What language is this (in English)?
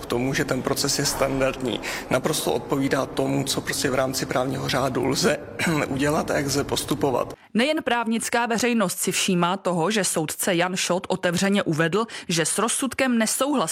Czech